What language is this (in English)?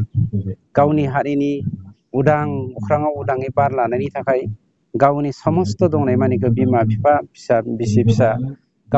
Bodo